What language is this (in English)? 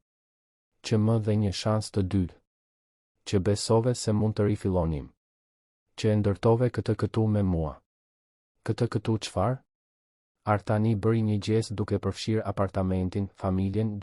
Albanian